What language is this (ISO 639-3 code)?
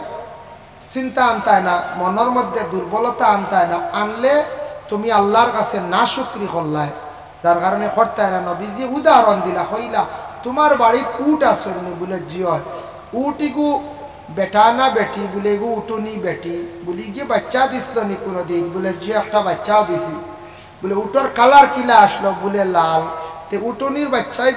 syl